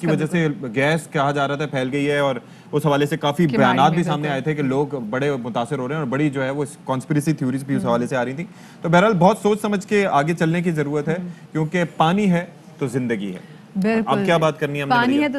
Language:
Urdu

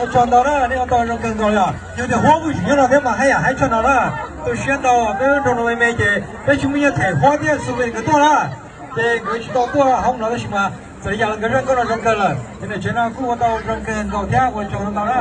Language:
Hmong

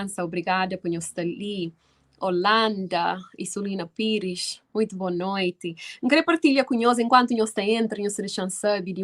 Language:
Kabuverdianu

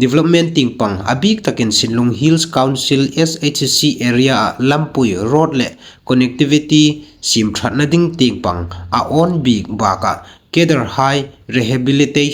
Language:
Hmar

